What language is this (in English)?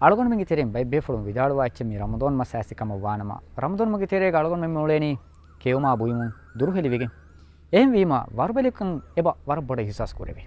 Divehi